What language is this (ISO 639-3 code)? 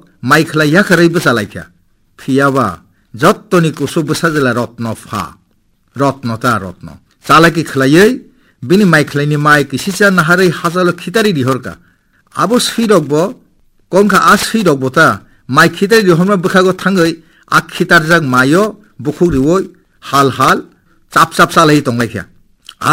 trp